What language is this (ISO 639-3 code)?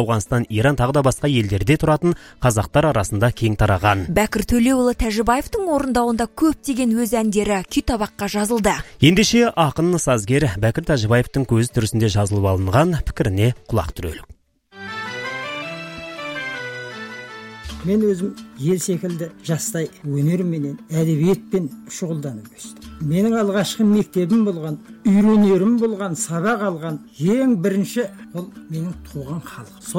kaz